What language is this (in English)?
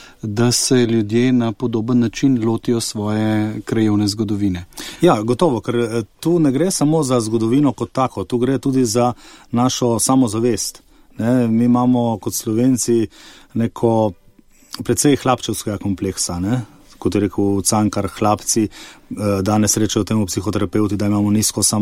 Slovenian